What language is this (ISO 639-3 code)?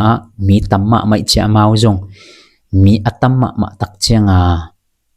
ctd